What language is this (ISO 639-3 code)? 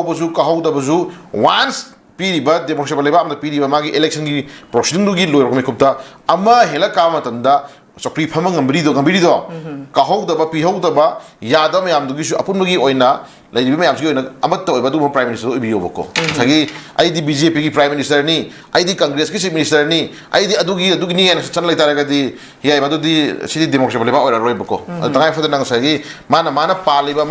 mni